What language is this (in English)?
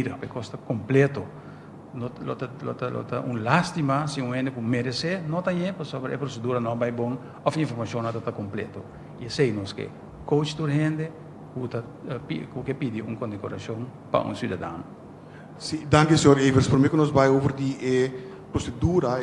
Papiamento